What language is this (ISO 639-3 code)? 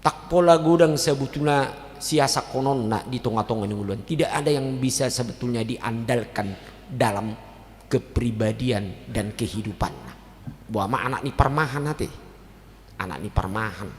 bbc